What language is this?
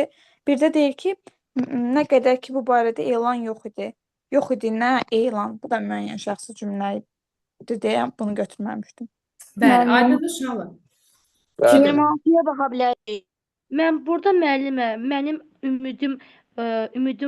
Azerbaijani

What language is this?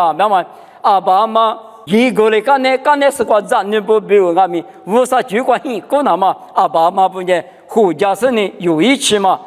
Lisu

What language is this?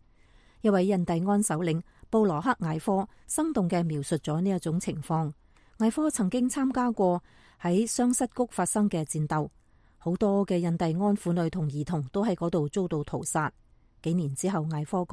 Cantonese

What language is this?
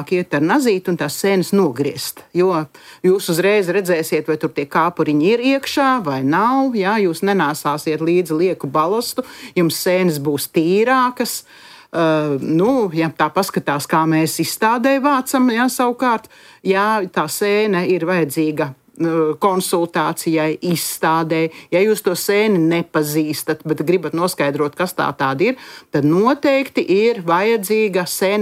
Latvian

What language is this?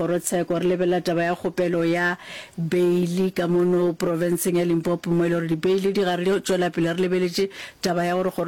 Northern Sotho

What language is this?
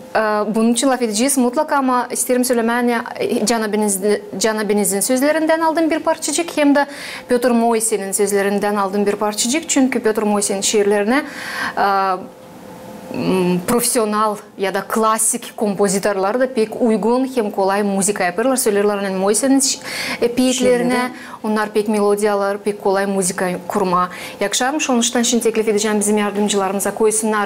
Gagauz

